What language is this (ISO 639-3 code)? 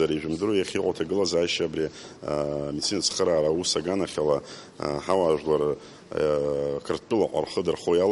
abk